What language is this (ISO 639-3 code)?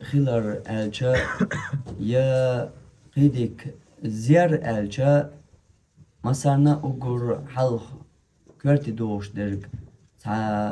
che